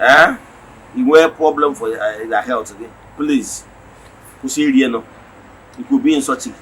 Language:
Igbo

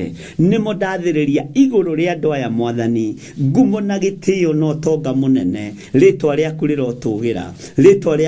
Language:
Kikuyu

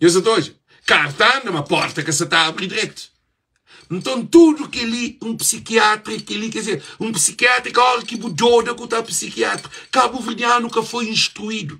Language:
Kabuverdianu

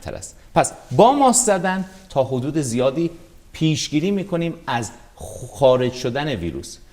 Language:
Persian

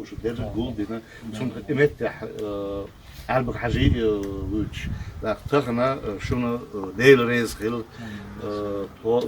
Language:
Chechen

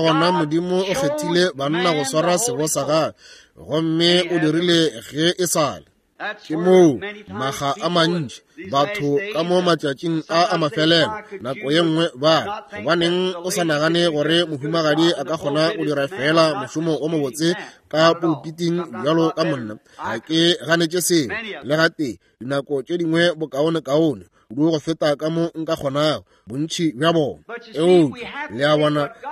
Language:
Northern Sotho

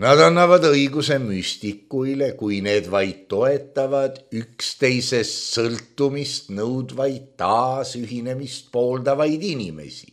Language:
Estonian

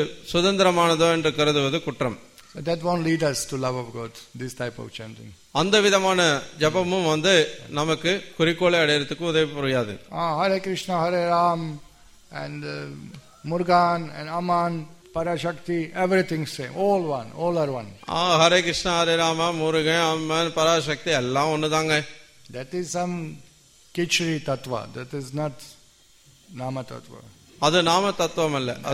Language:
Tamil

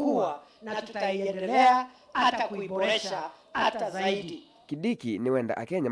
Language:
Kamba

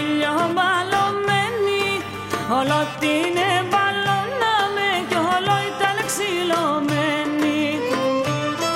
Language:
Greek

